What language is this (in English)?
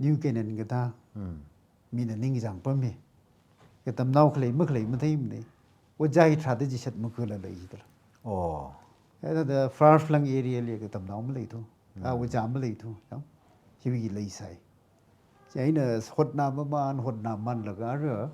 Tangkhul Naga (India)